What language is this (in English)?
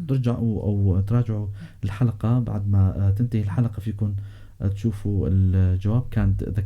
North Levantine Arabic